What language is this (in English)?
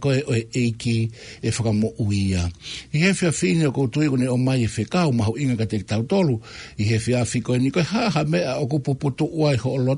Tongan